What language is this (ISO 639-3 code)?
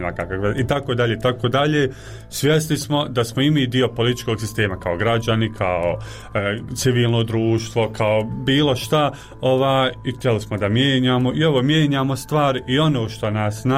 bos